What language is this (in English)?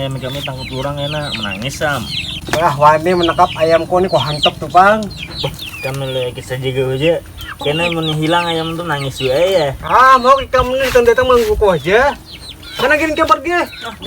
Banjar